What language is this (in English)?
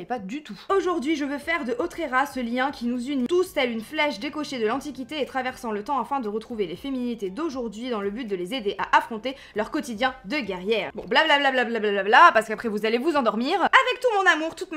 French